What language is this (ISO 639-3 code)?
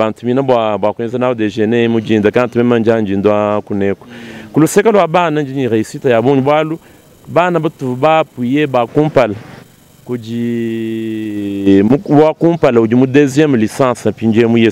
lua